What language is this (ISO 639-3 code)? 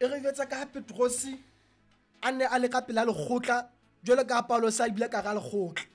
sot